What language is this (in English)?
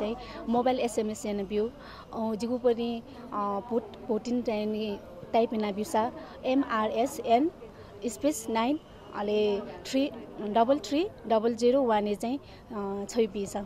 Newari